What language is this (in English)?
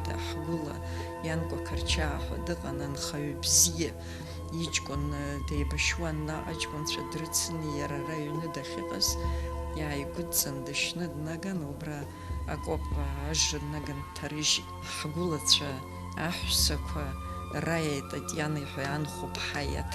Abkhazian